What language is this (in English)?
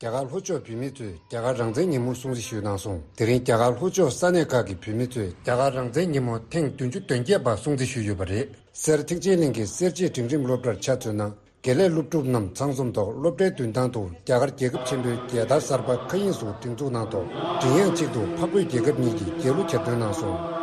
Tibetan